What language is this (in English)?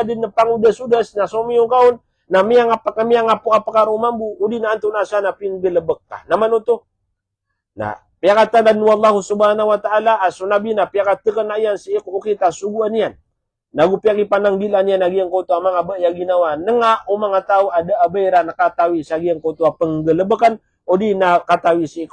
Maranao